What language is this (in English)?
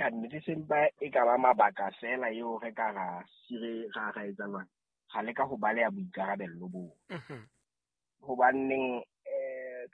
Southern Sotho